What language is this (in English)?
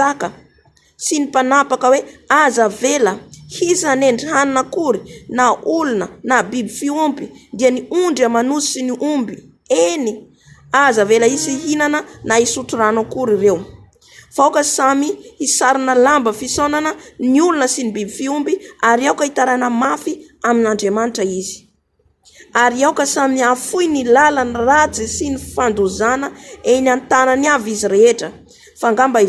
Malagasy